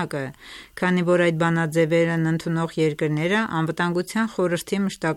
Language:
Armenian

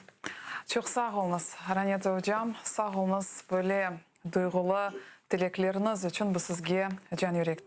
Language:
Crimean Tatar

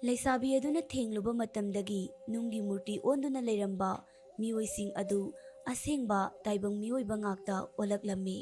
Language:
Manipuri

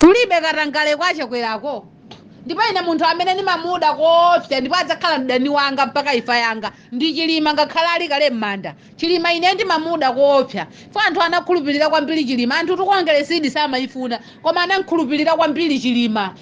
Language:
Nyanja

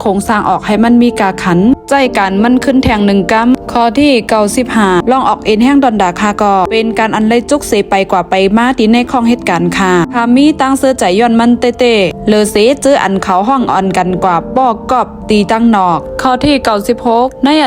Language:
Shan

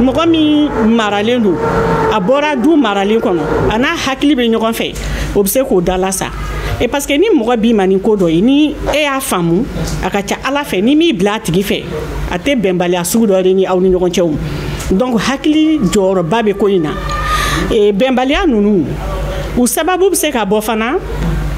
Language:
Bambara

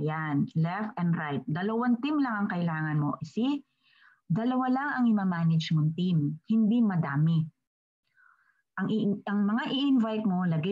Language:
Filipino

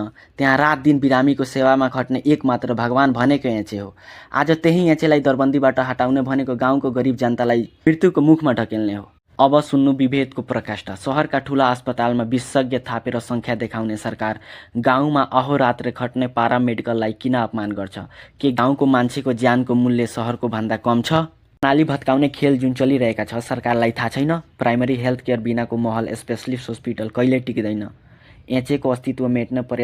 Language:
Nepali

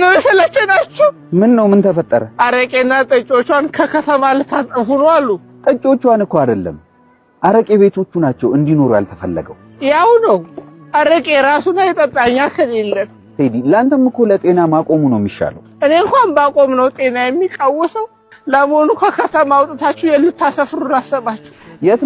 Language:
Amharic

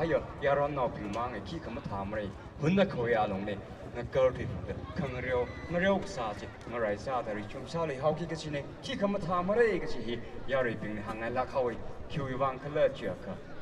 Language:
Tangkhul Naga (India)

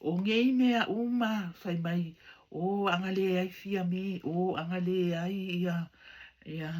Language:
Samoan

